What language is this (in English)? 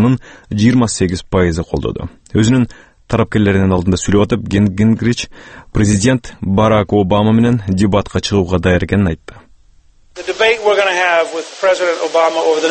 Kyrgyz